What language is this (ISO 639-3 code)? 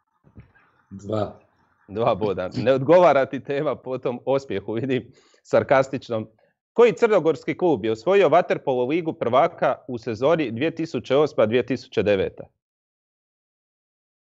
hrv